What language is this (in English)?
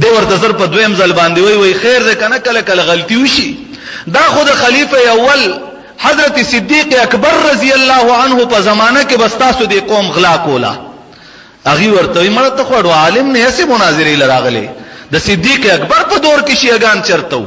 Pashto